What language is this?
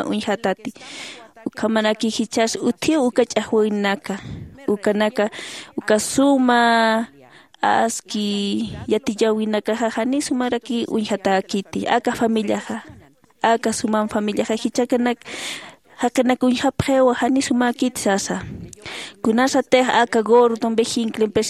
Aymara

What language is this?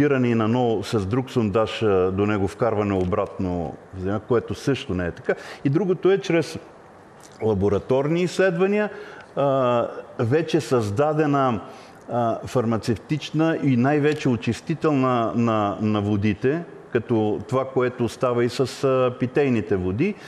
Bulgarian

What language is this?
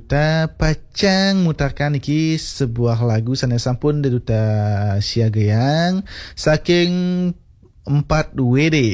Balinese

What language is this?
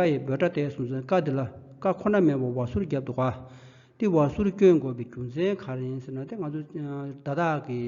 Tibetan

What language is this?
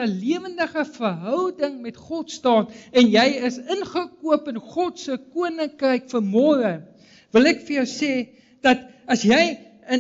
Afrikaans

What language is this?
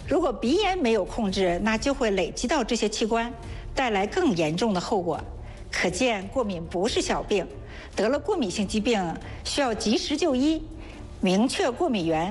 Chinese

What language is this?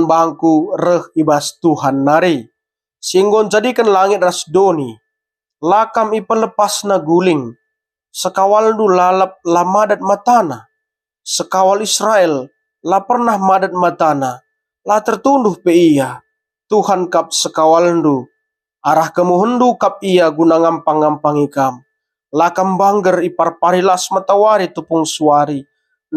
Batak Karo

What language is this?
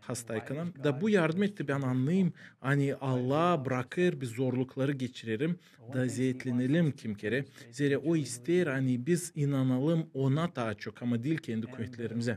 Gagauz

